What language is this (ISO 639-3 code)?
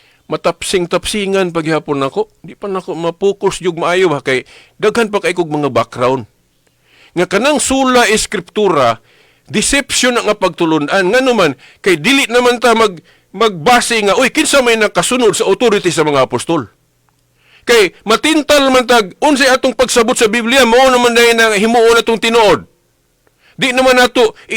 ceb